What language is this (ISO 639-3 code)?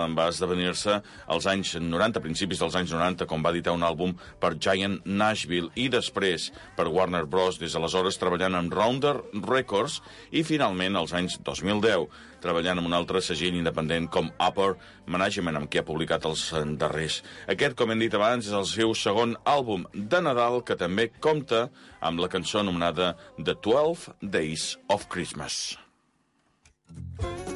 cat